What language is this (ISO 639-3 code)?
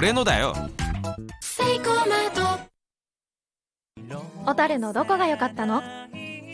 jpn